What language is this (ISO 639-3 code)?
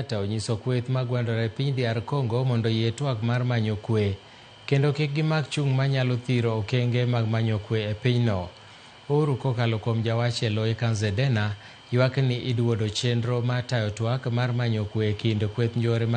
luo